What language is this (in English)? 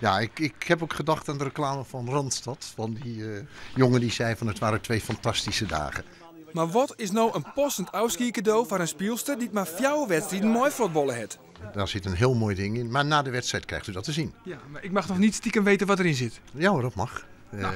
Western Frisian